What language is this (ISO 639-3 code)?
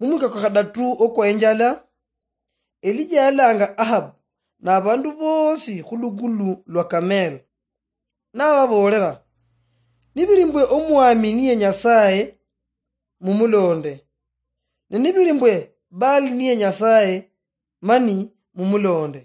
luy